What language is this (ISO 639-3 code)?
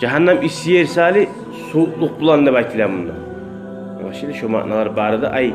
kum